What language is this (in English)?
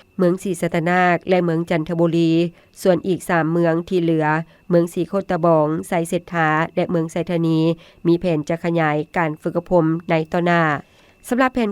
Lao